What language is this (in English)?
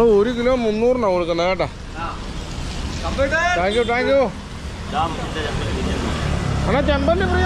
Malayalam